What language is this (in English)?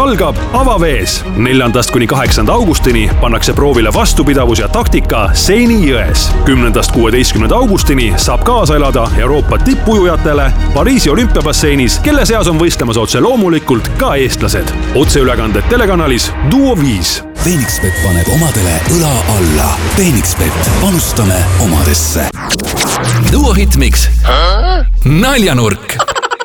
Estonian